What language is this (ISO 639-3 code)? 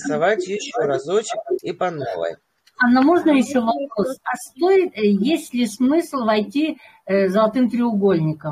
rus